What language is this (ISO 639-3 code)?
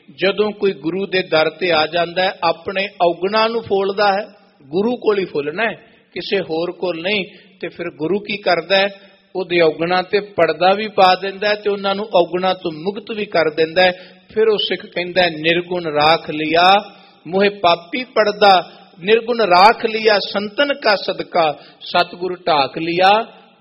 pan